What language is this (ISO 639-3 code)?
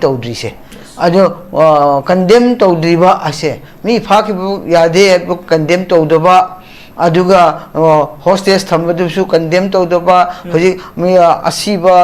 mni